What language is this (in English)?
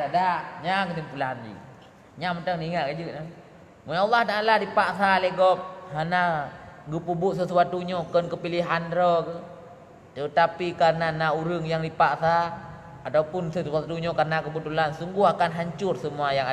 Achinese